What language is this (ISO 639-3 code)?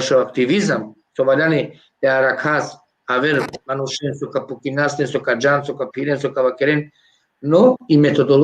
rmn